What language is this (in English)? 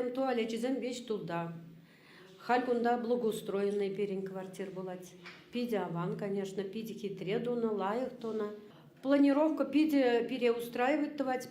Chuvash